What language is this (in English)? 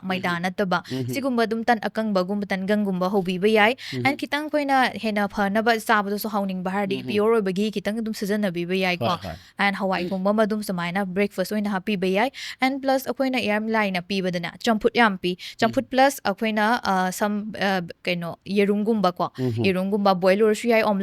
Manipuri